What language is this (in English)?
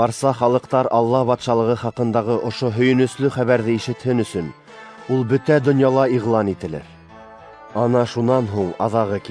Bashkir